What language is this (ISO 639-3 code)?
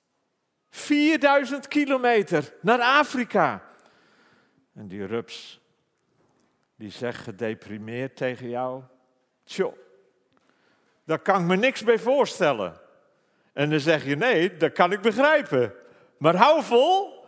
nld